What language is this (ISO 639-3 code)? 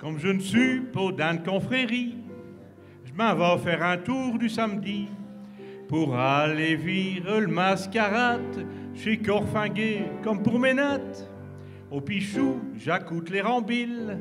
pcd